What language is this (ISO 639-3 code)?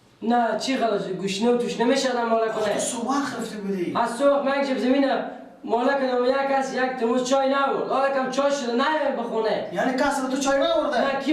fas